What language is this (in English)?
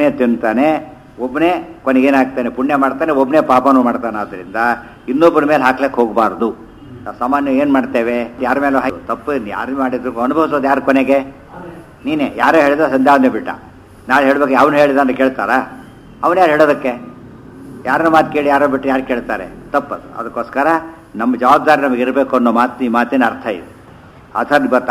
Kannada